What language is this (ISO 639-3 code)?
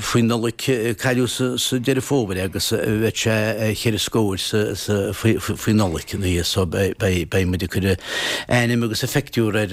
gle